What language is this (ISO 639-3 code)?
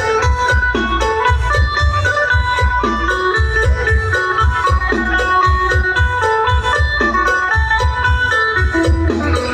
lao